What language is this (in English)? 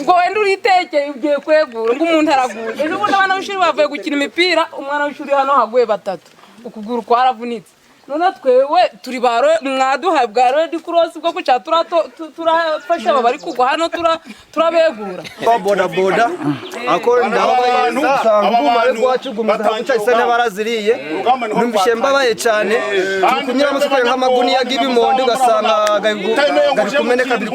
Nyankole